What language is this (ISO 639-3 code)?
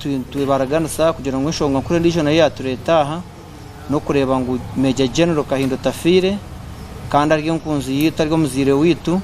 nyn